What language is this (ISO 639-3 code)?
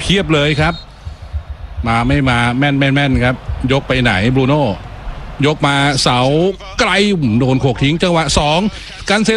tha